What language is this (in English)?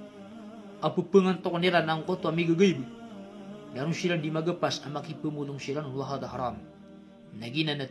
Maranao